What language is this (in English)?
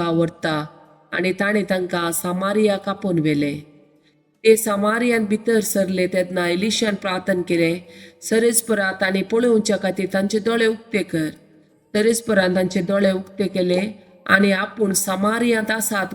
Konkani